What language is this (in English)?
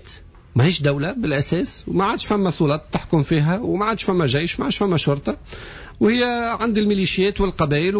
Tunisian Arabic